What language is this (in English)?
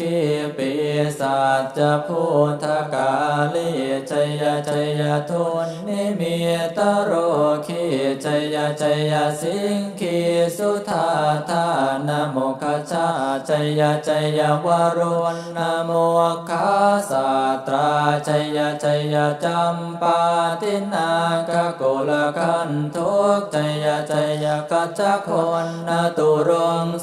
Pali